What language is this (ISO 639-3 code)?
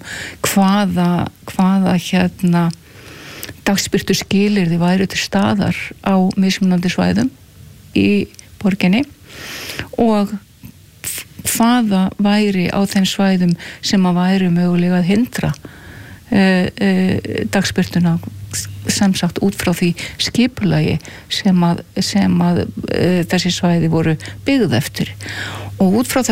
isl